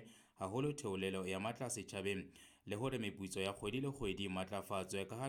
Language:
Southern Sotho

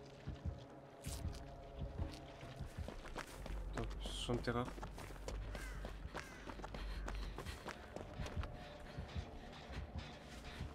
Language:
French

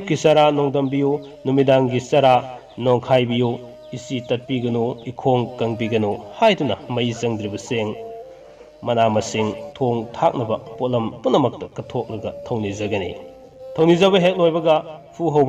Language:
Manipuri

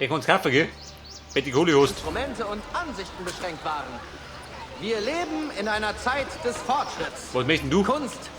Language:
Bavarian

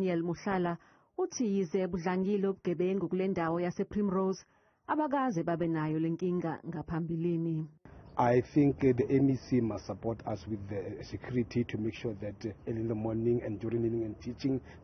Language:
Zulu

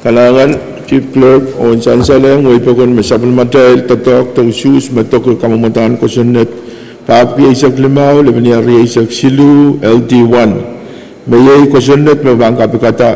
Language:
Pohnpeian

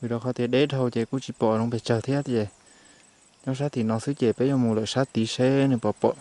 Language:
Hmong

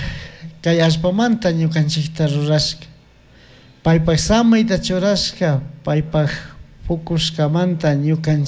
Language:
Chimborazo Highland Quichua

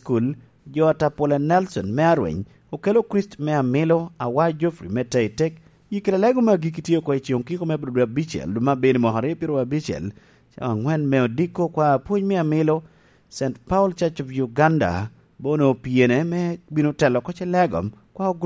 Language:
Lango (Uganda)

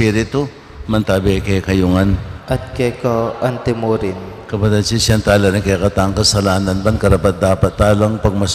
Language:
Pampanga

